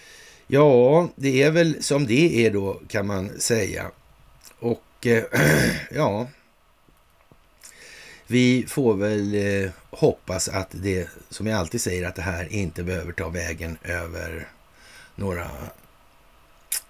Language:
Swedish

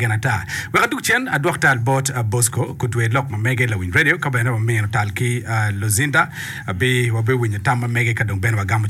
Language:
Acoli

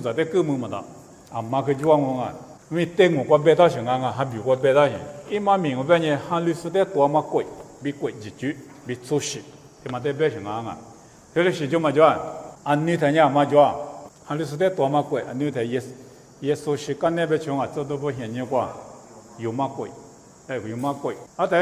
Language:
Lisu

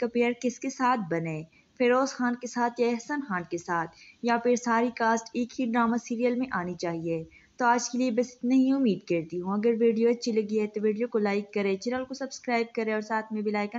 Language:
Urdu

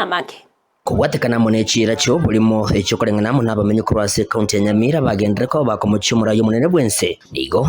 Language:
Gusii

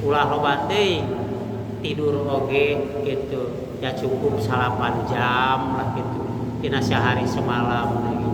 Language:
Sundanese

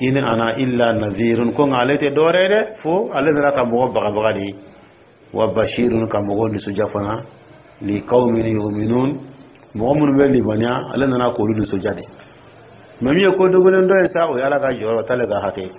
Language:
Dyula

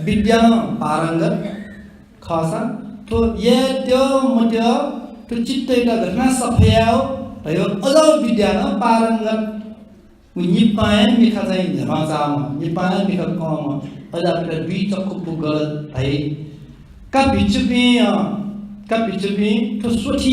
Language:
Newari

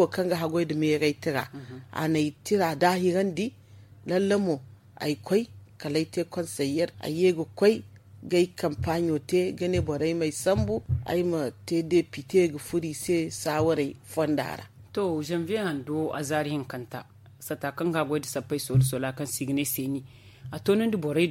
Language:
Zarma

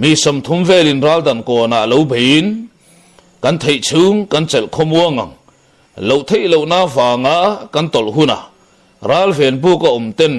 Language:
Mizo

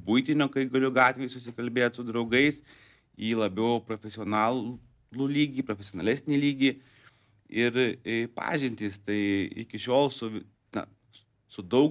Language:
Lithuanian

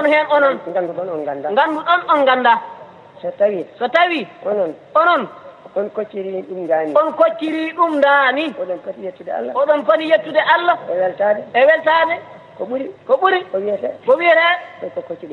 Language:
Fula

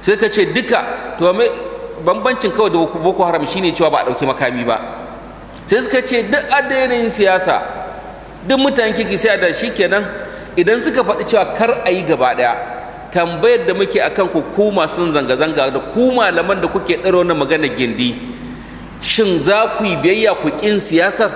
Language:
Hausa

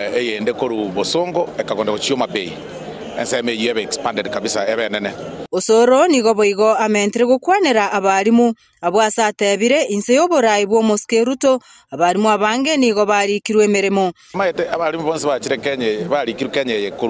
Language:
Gusii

